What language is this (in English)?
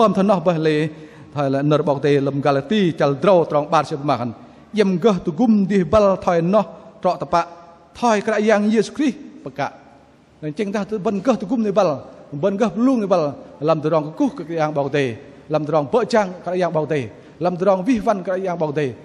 Bahnar